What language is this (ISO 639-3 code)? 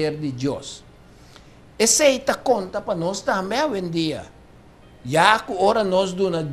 pap